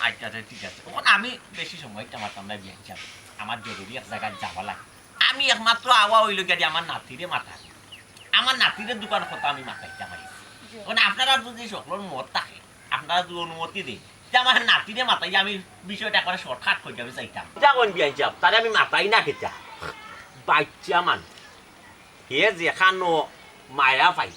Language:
Sylheti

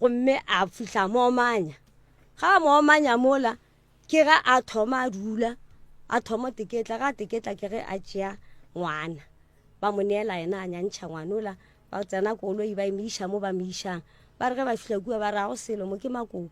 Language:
Northern Sotho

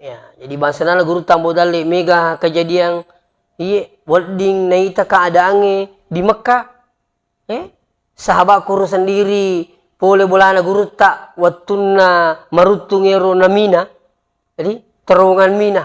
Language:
Buginese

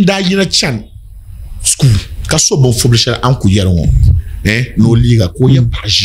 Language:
Dagbani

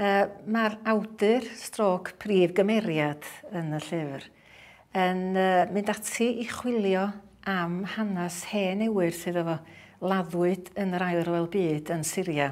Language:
Welsh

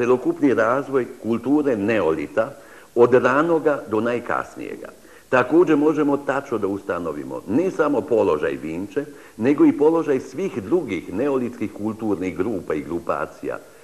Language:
Serbian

